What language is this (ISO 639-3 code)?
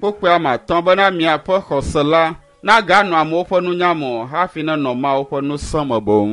ewe